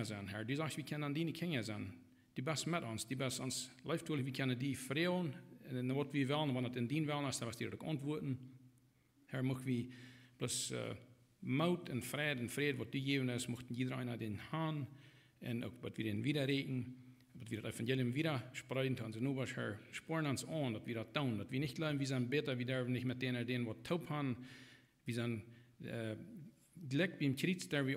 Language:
Plautdietsch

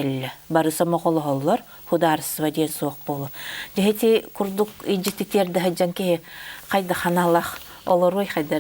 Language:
Yakut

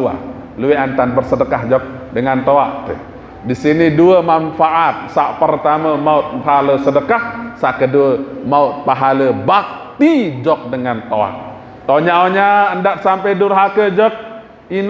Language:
Sasak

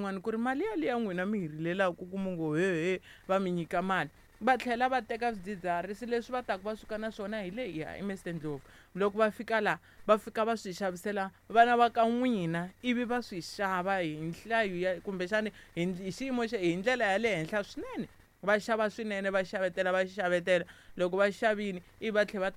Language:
Tsonga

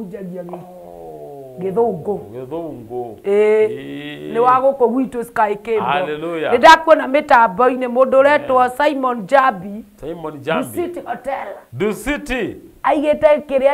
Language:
Kikuyu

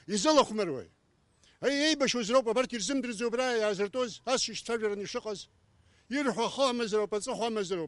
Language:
Abkhazian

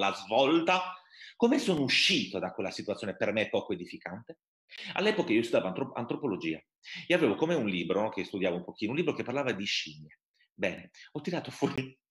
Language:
Italian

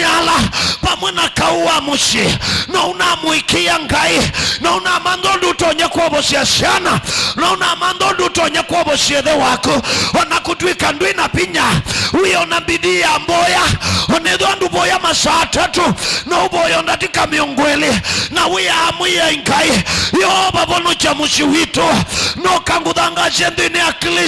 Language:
Kamba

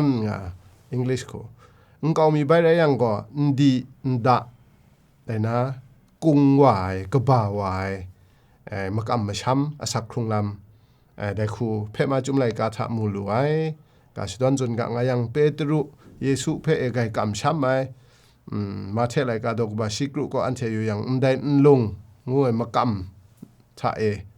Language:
Kachin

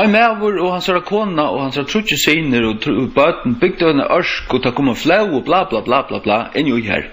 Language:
Faroese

